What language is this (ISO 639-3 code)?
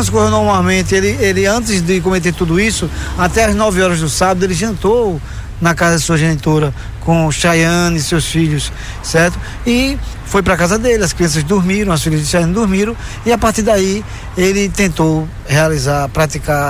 por